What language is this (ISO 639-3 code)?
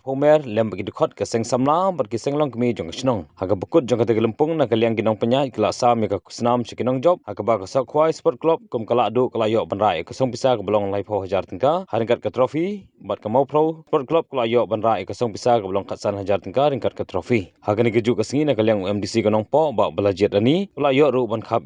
kha